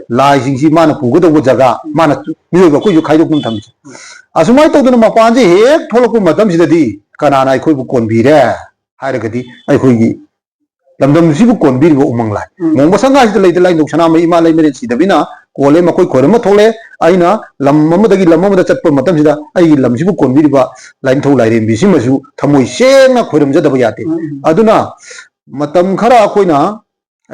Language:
Manipuri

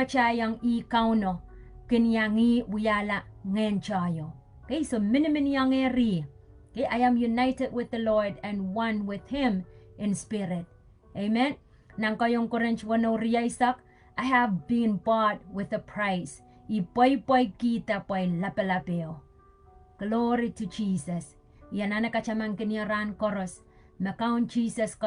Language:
Pohnpeian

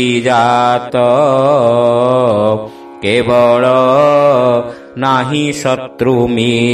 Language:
Odia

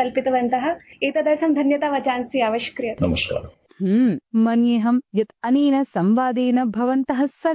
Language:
Sanskrit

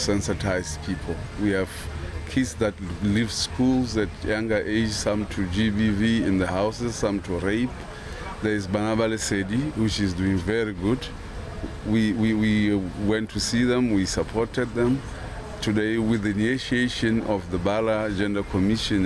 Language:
Tswana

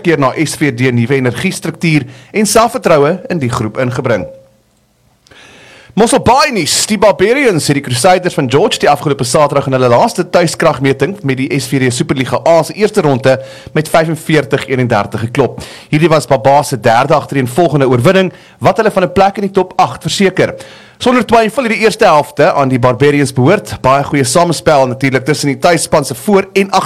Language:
Afrikaans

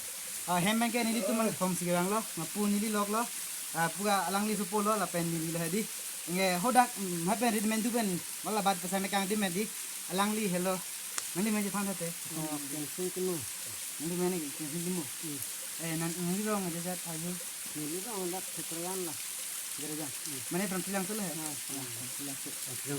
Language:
Karbi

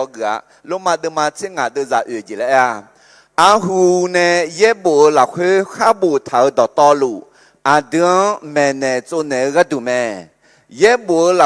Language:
Akha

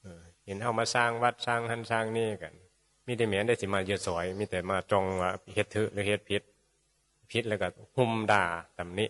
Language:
Northeastern Thai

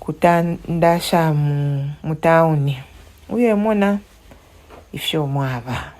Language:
Bemba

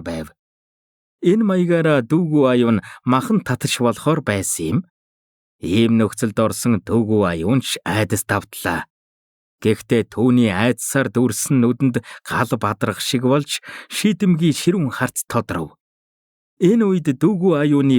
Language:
Mongolian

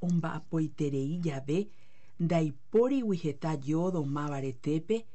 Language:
Guarani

